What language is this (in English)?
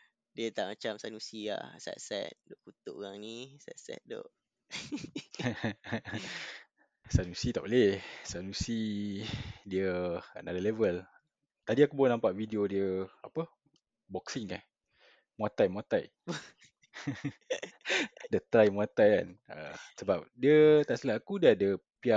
Malay